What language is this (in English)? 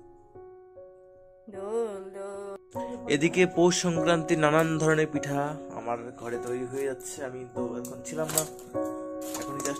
Bangla